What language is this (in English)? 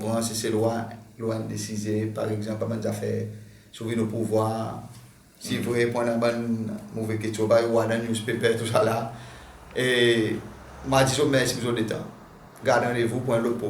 Seselwa Creole French